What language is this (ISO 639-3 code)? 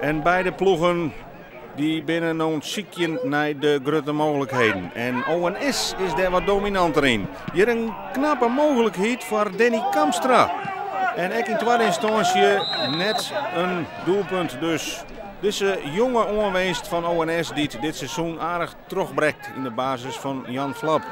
fry